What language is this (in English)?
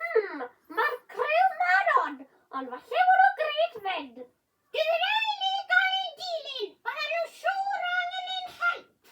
Welsh